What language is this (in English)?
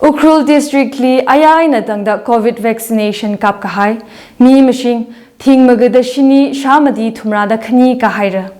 Tangkhul Naga (India)